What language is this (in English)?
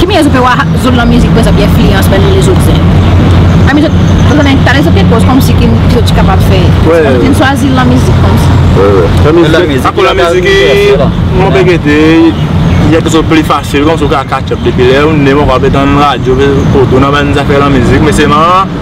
Seselwa Creole French